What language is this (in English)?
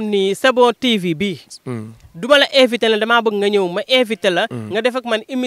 Wolof